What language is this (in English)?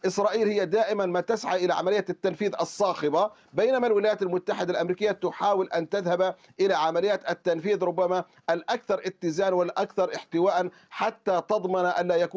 Arabic